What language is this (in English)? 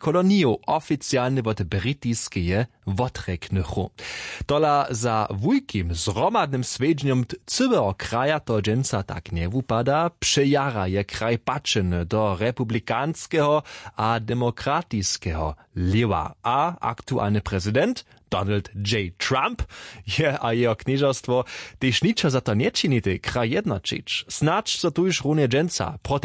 Upper Sorbian